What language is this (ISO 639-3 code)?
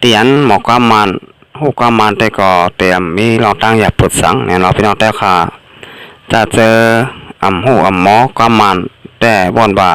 shn